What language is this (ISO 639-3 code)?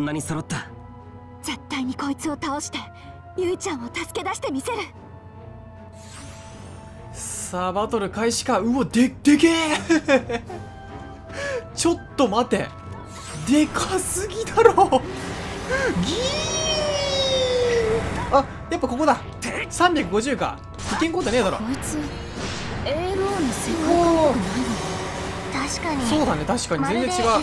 jpn